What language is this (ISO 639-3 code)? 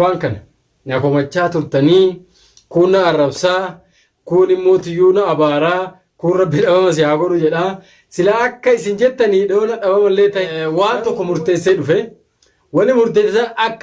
orm